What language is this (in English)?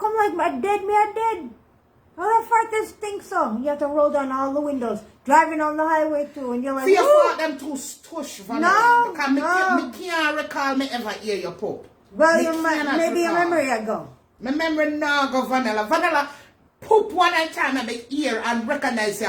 Jamaican Creole English